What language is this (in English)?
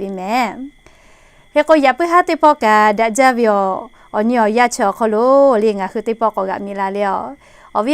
Lahu